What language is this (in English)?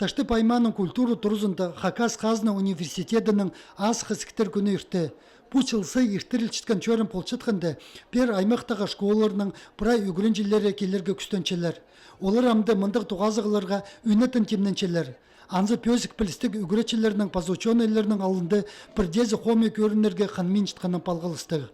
Khakas